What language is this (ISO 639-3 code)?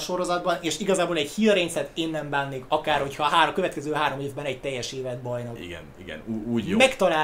hun